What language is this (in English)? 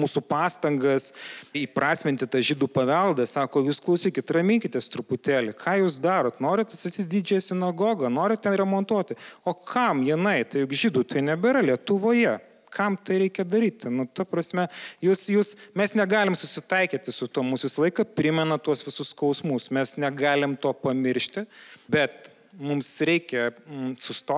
Lithuanian